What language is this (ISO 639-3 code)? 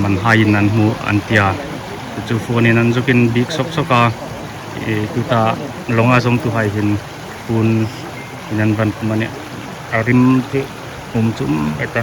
hmr